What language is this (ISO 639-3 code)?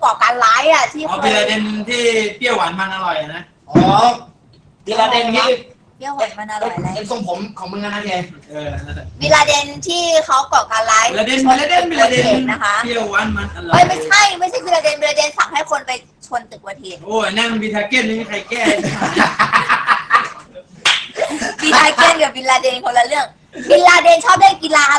tha